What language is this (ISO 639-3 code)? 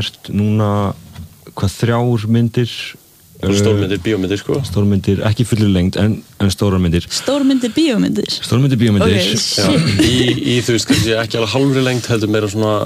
isl